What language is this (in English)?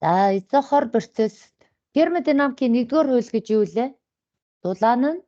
Mongolian